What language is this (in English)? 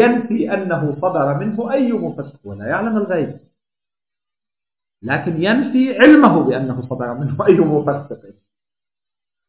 Arabic